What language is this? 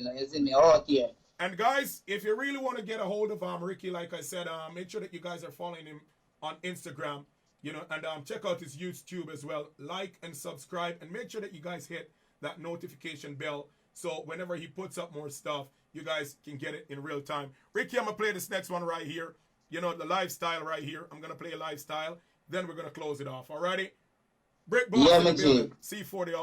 Jamaican Creole English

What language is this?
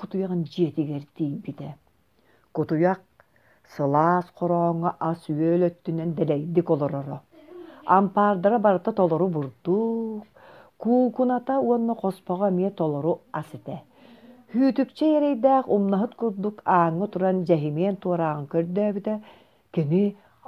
Yakut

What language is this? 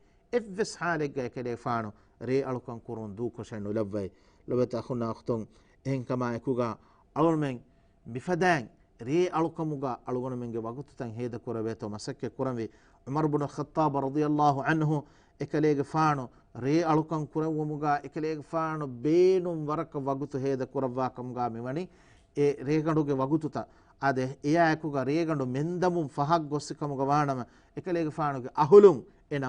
Divehi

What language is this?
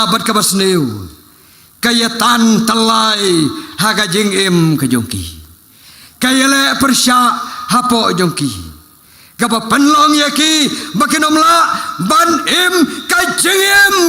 Khasi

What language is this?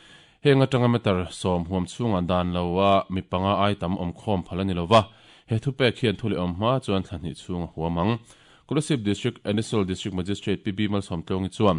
Mizo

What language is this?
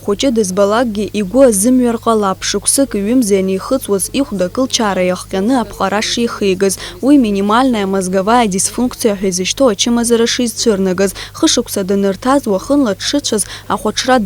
Abkhazian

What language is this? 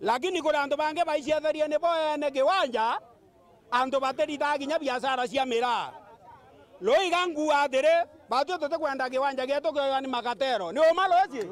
Meru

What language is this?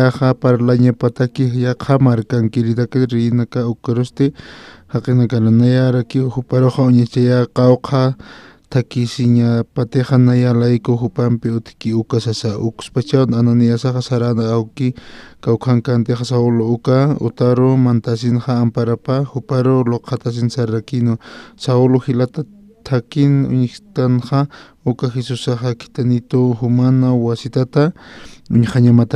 Aymara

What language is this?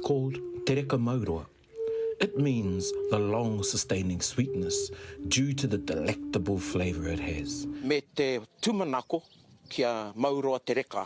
Māori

